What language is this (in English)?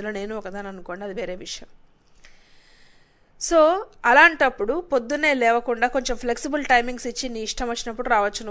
Telugu